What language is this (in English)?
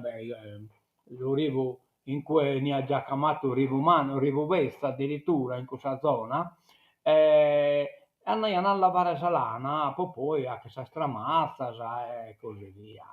Sardinian